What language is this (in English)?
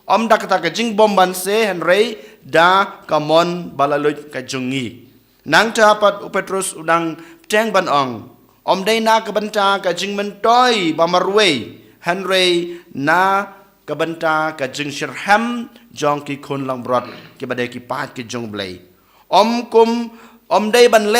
Khasi